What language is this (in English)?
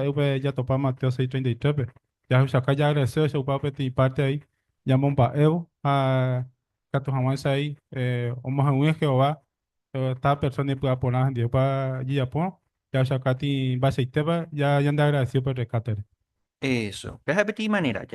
Guarani